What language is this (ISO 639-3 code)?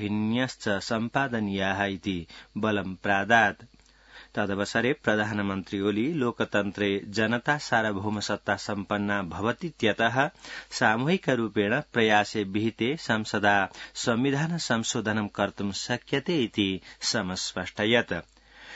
san